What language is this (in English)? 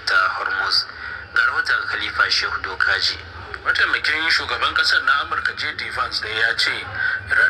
Hausa